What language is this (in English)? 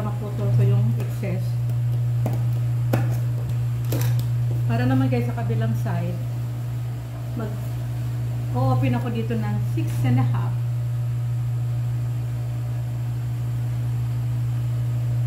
Filipino